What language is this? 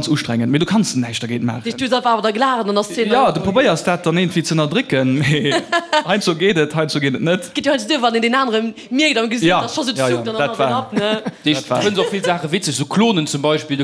Luxembourgish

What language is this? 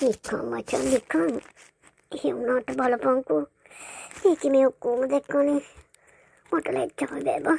Sinhala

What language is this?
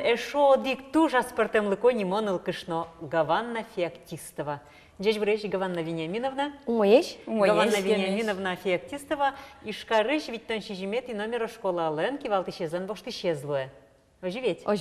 Udmurt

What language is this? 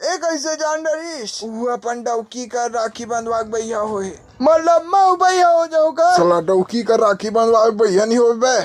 Chhattisgarhi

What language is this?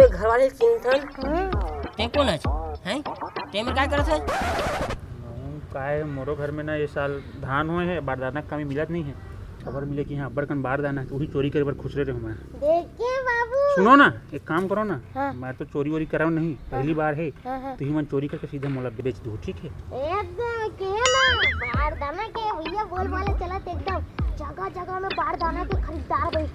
Chhattisgarhi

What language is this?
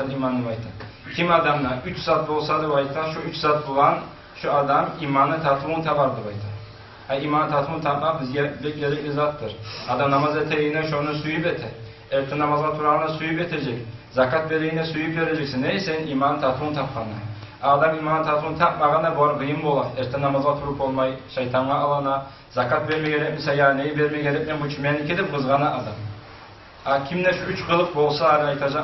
Kumyk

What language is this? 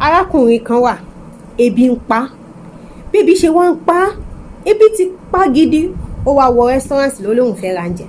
Yoruba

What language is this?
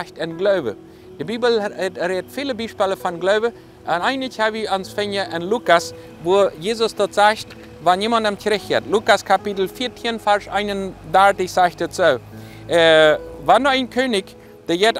Plautdietsch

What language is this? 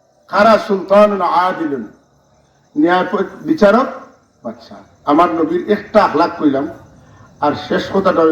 Sylheti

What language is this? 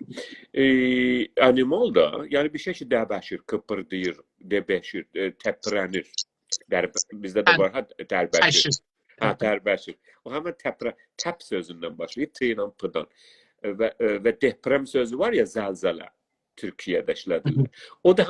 South Azerbaijani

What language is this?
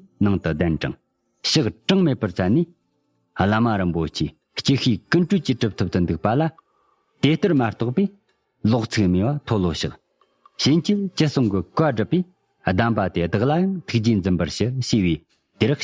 Tibetan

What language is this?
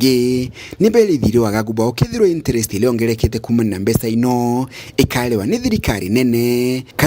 Meru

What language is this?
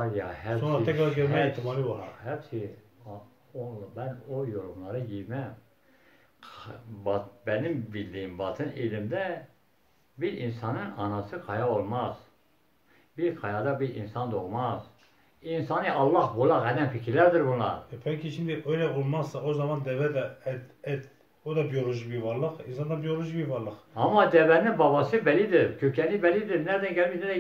Turkish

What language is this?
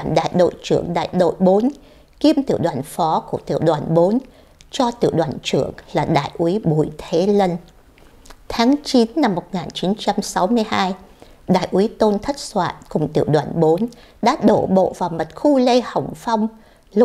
Vietnamese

